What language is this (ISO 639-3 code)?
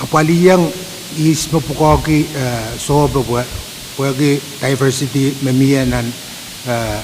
pon